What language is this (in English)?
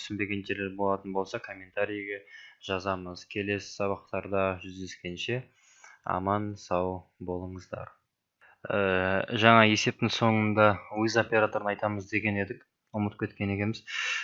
Kazakh